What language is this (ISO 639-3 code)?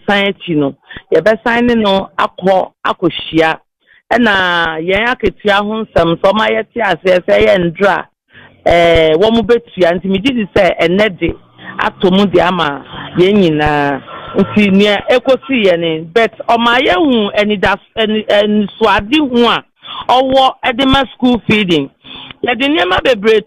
aka